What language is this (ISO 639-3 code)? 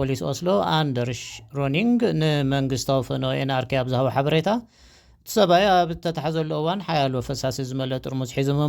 tir